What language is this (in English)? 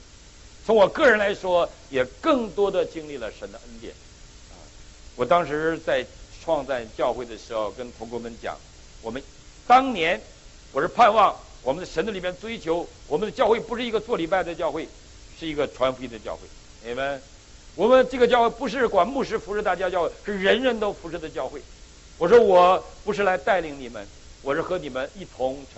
Chinese